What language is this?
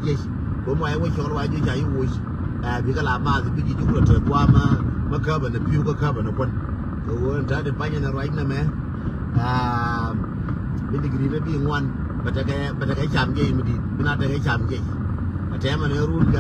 Nuer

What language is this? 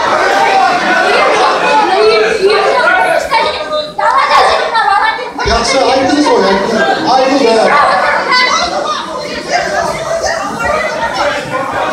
Kazakh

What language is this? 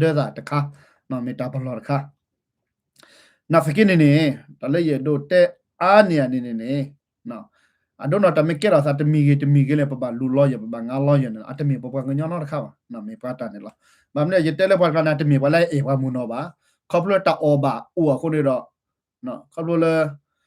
S'gaw Karen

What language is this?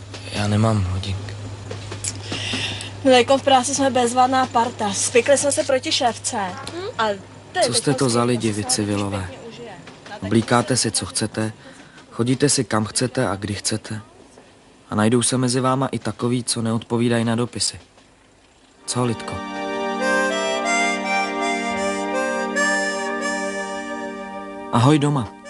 Czech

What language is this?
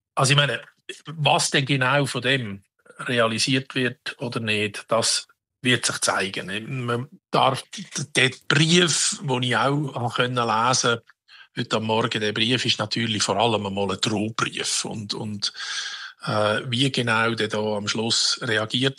Swiss German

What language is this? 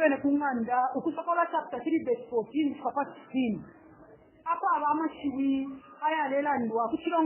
Bemba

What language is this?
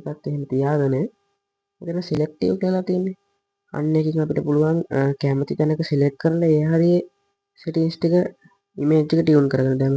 Sinhala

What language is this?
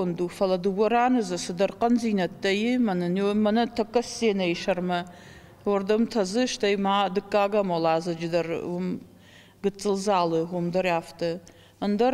Ossetic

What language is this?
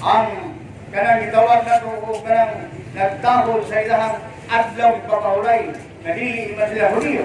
Cebuano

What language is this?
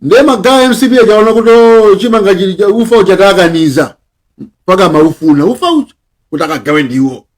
Nyanja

